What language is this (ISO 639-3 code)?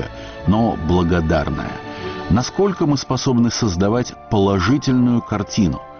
rus